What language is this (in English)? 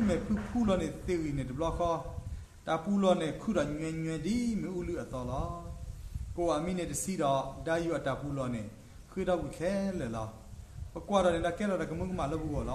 S'gaw Karen